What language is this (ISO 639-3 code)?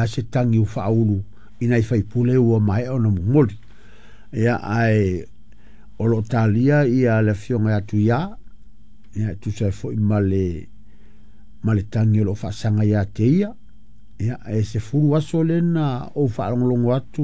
smo